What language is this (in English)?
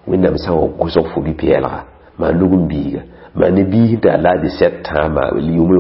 Mossi